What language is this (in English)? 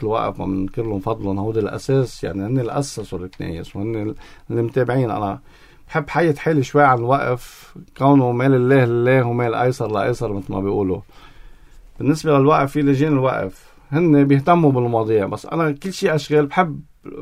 North Levantine Arabic